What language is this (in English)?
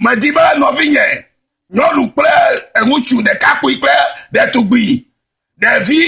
Ewe